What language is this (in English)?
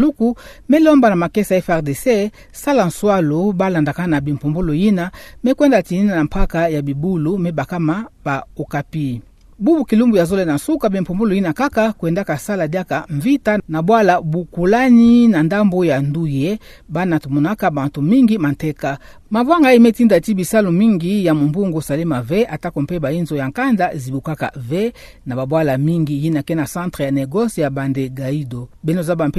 Kituba (Democratic Republic of Congo)